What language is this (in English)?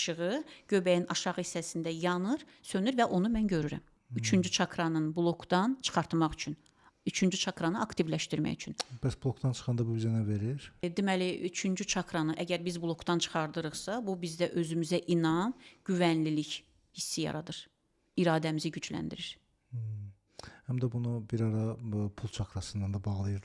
Azerbaijani